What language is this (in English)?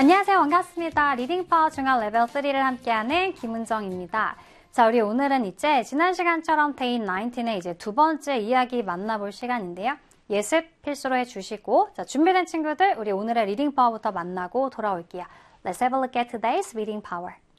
Korean